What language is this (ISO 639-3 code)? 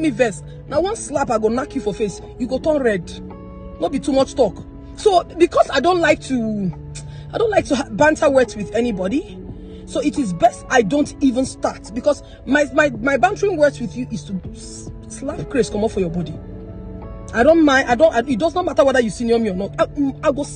pcm